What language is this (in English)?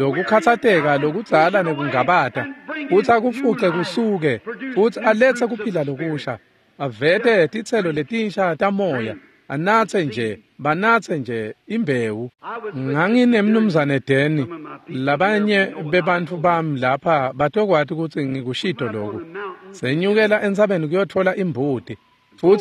Swati